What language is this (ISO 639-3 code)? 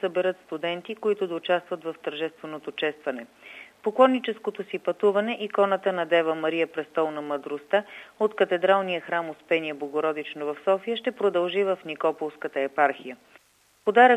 bul